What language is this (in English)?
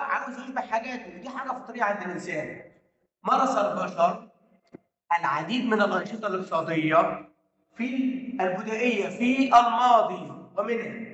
Egyptian Arabic